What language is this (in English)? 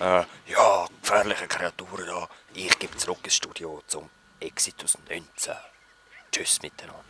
Swiss German